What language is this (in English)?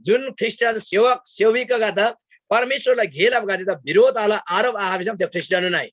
Eastern Tamang